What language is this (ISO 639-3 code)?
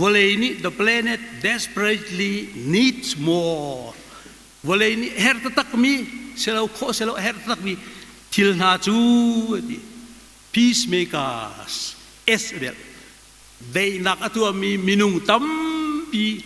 cnh